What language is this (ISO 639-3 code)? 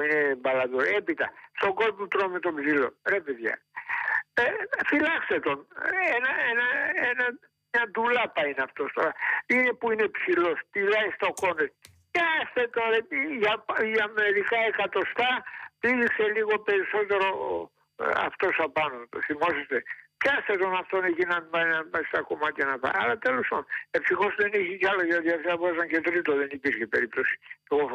ell